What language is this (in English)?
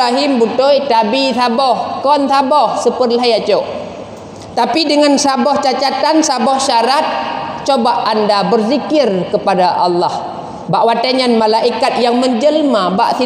Achinese